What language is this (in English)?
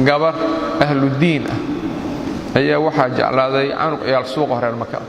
Somali